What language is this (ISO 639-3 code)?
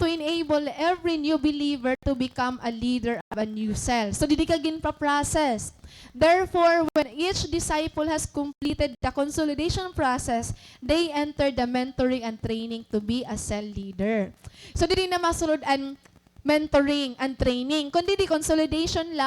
war